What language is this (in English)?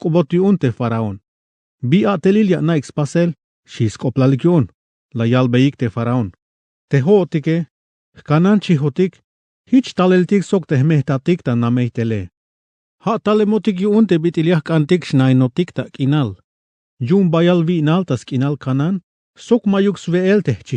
Tzeltal